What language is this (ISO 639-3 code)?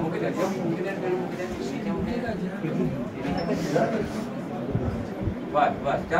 guj